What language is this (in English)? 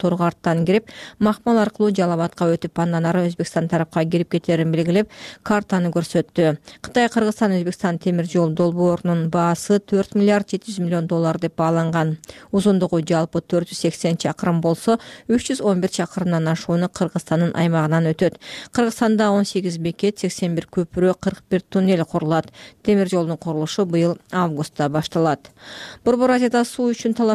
Kyrgyz